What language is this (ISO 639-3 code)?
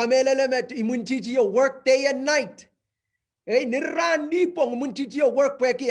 pon